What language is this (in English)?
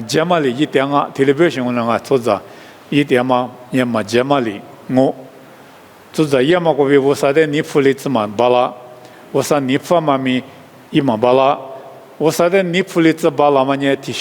Lisu